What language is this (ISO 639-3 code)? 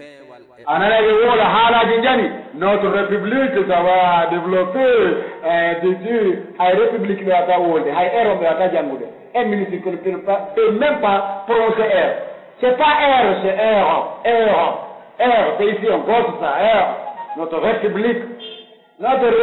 fuf